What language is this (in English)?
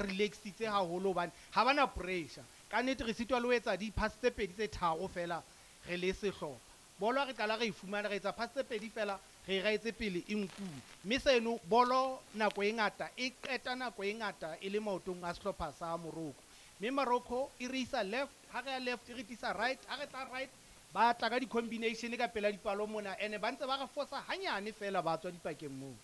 Southern Sotho